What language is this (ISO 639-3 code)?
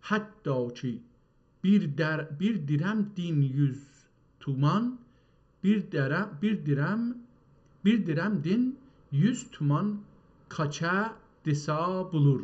azb